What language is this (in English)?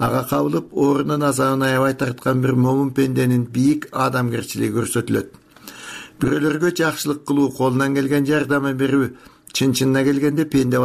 Kyrgyz